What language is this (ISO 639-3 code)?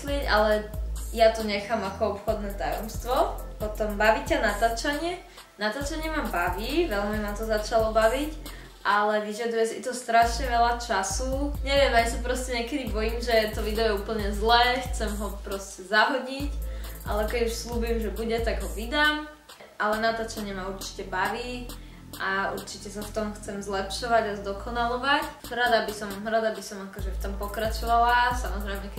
slk